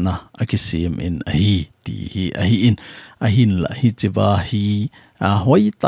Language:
Thado Chin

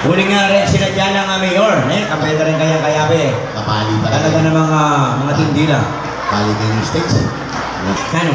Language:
Pampanga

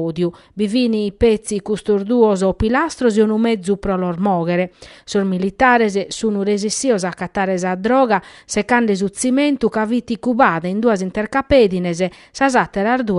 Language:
Sardinian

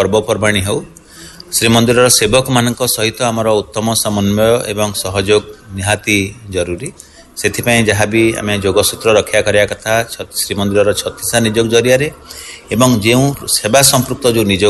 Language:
Odia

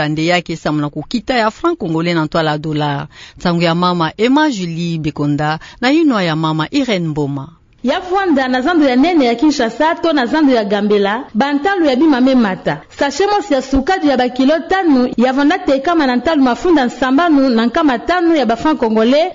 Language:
Kituba (Democratic Republic of Congo)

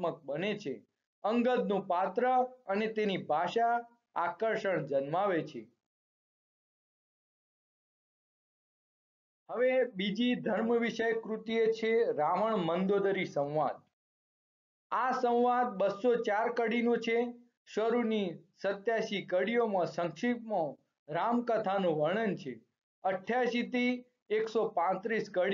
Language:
Gujarati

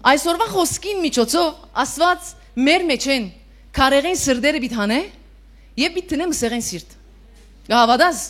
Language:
Western Armenian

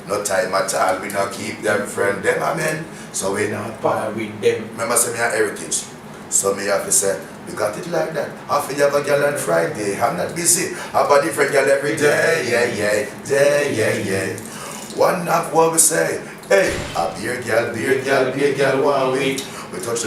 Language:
Jamaican Creole English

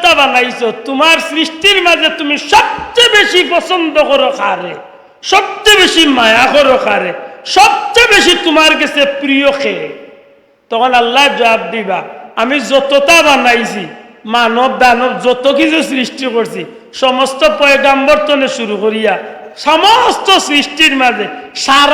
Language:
Sylheti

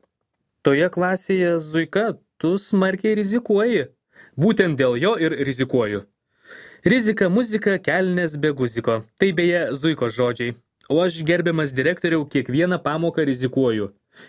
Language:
Lithuanian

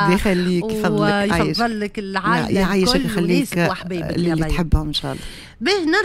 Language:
Tunisian Arabic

